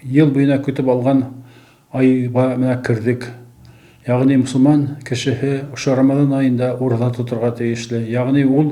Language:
Bashkir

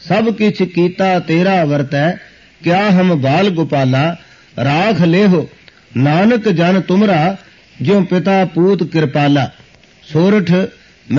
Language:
Punjabi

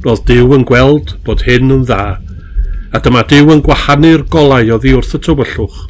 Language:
Welsh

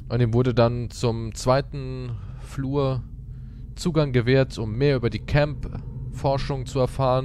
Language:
German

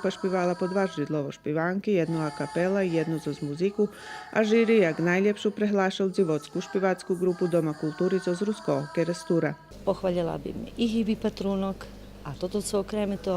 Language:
Rusyn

